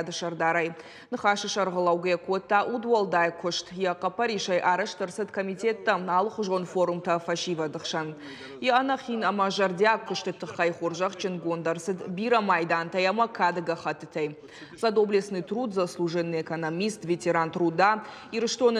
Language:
Ossetic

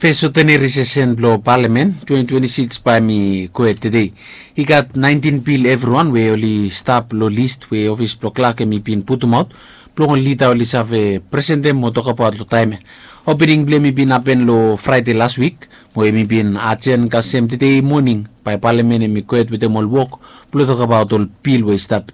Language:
Bislama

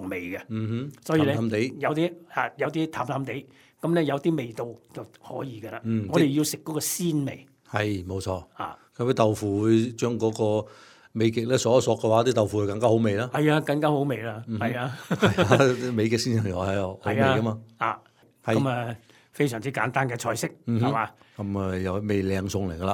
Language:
Cantonese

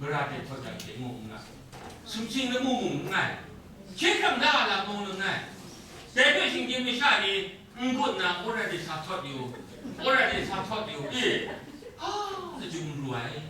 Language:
Kachin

